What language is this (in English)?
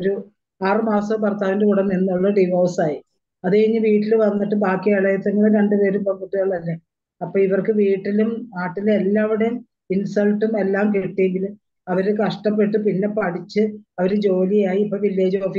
Malayalam